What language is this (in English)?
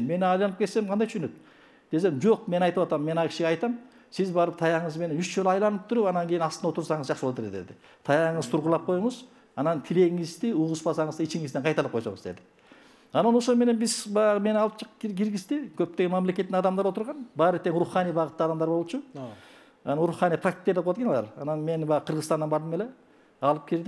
Kyrgyz